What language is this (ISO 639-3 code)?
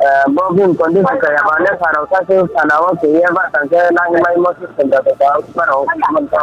ria